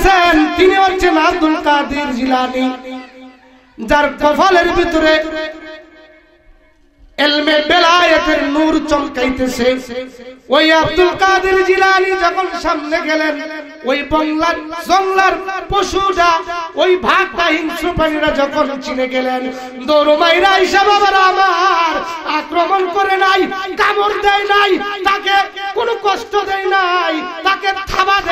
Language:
Bangla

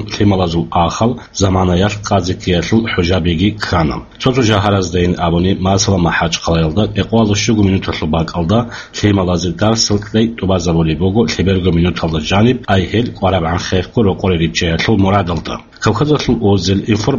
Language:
Avaric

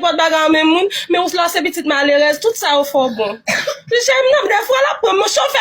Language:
Haitian Creole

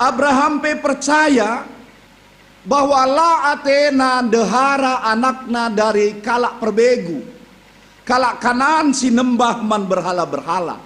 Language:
Batak Karo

